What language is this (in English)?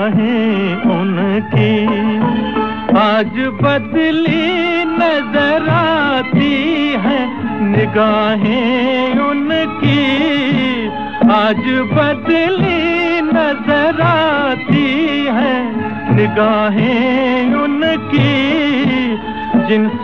Hindi